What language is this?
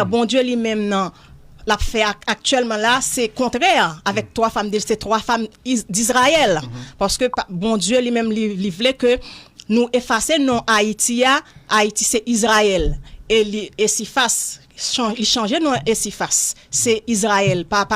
Haitian Creole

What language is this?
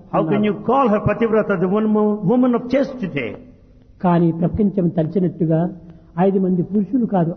Telugu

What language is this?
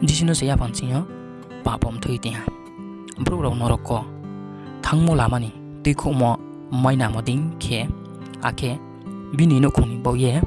Riang (India)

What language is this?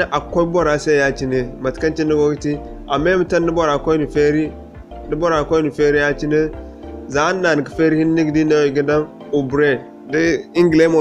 Zarma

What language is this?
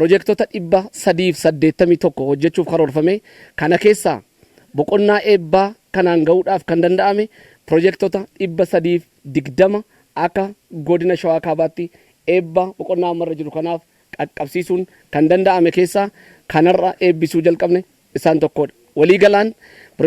Oromo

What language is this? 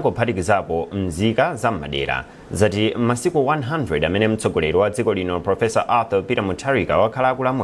Nyanja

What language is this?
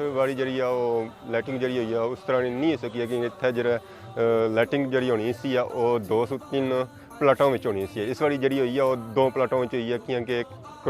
Pahari-Potwari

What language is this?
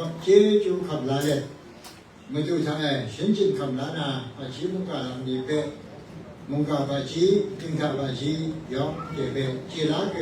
Kachin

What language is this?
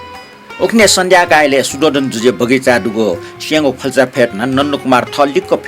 Newari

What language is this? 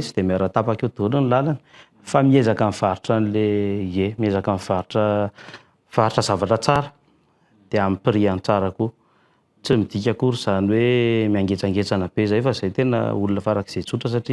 Malagasy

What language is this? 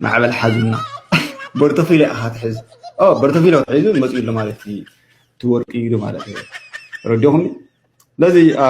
Tigrinya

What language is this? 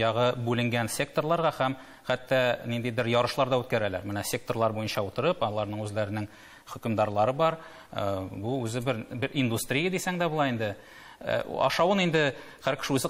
Tatar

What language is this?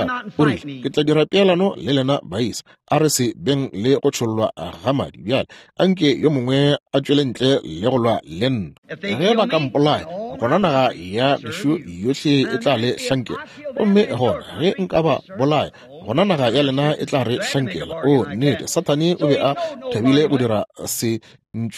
Northern Sotho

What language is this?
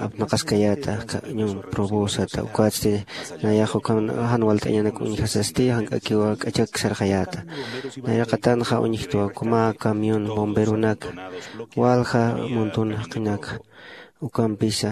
Aymara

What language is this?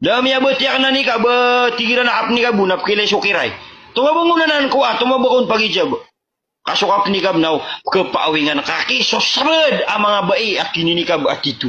Maranao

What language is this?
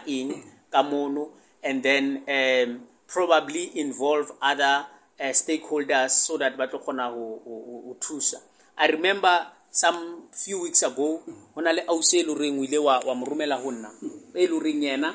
Southern Sotho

